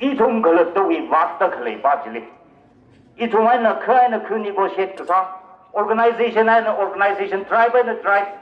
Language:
Tangkhul Naga (India)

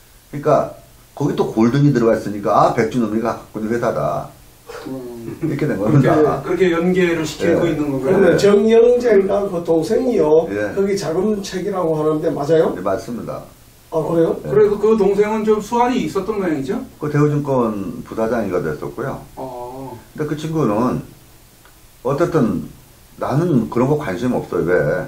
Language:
Korean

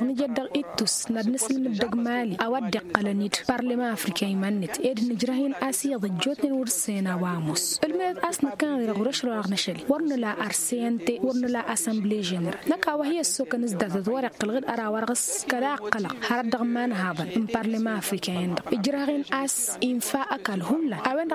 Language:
Tamasheq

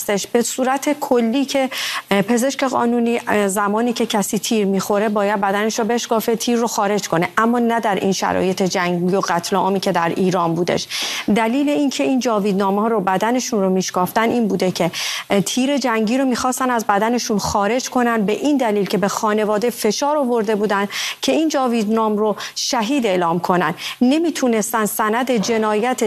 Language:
Persian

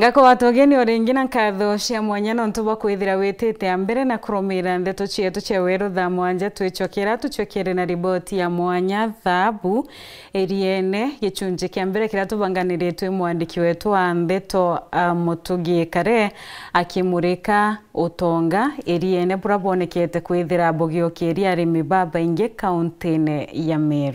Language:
Meru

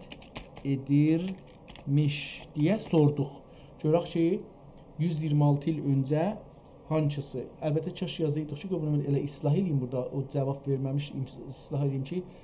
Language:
South Azerbaijani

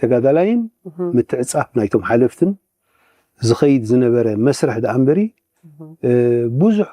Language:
Tigrinya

